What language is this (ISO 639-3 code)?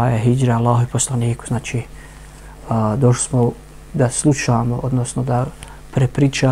bos